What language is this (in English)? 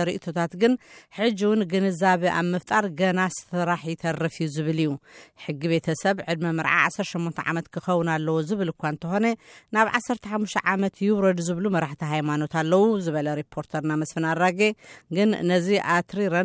Tigrinya